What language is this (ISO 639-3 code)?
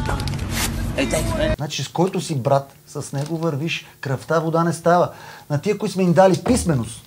bul